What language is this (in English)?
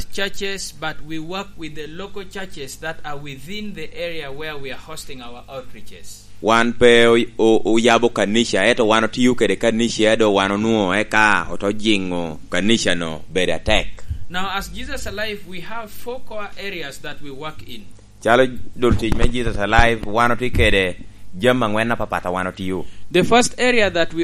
Lango (Uganda)